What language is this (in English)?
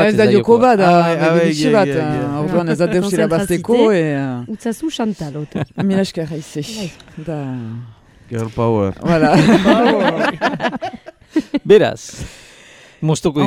Basque